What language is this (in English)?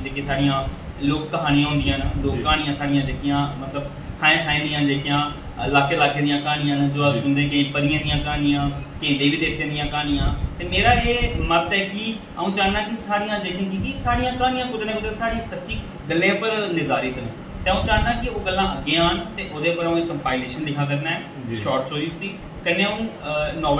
Dogri